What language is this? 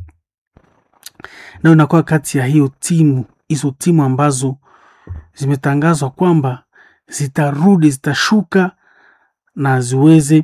Swahili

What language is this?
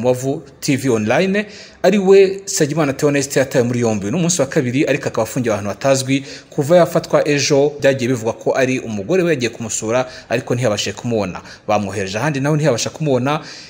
Kinyarwanda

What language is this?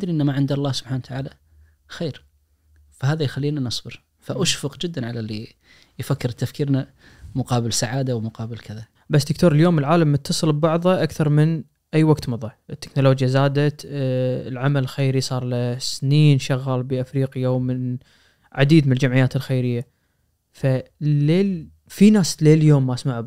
Najdi Arabic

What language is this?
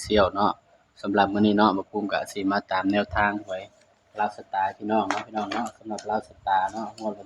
Northeastern Thai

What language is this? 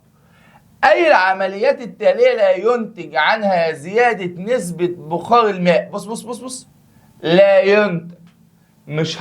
Egyptian Arabic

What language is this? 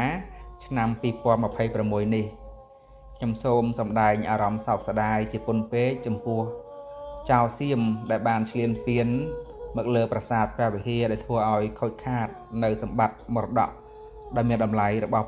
Khmer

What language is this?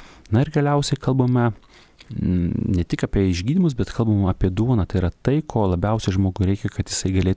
Lithuanian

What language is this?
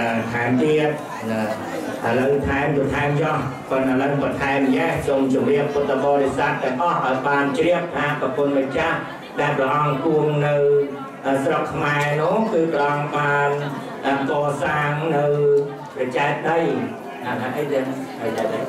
Khmer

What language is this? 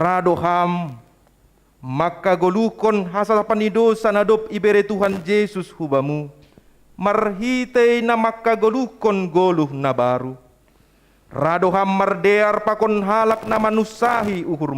Batak Simalungun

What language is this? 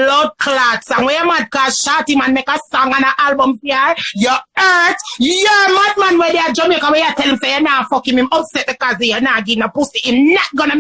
Jamaican Creole English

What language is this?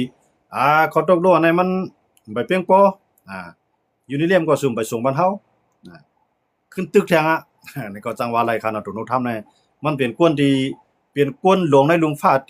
Shan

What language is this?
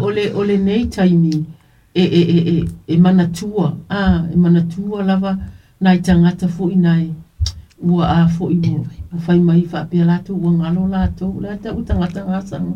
Samoan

